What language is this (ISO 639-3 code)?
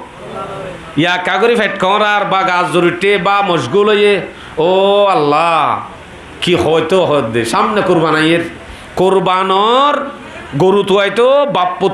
rhg